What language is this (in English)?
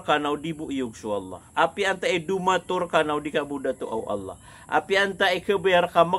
Maranao